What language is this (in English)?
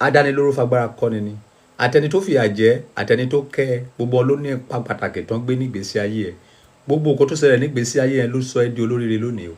Yoruba